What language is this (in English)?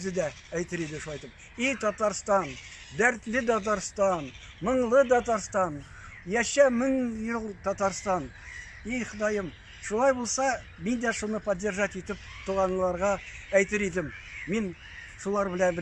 Tatar